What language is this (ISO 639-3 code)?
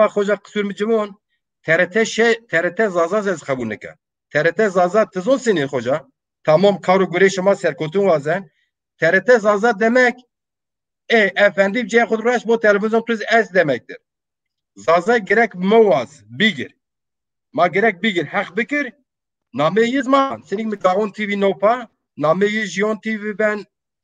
zza